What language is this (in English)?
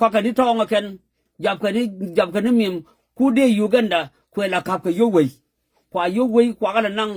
Nuer